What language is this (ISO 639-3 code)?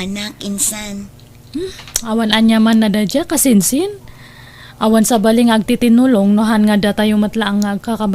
ilo